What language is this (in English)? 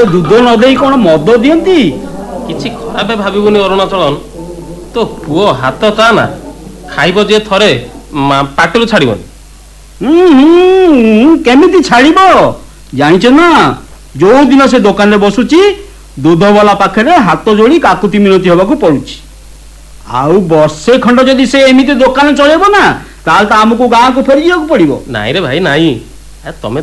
Odia